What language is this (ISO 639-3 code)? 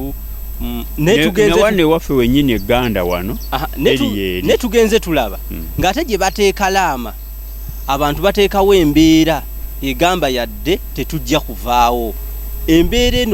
lug